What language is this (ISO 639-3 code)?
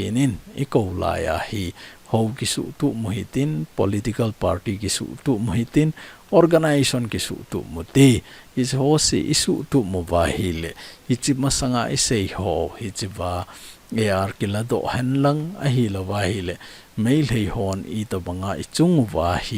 tcz